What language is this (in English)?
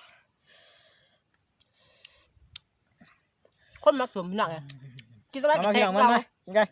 Lao